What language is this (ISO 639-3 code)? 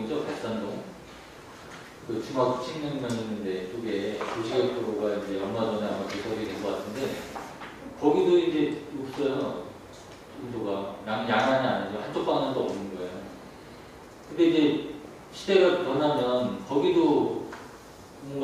kor